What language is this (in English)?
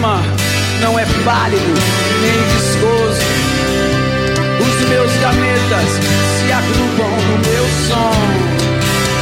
Portuguese